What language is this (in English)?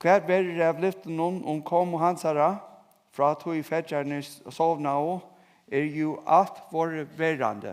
Faroese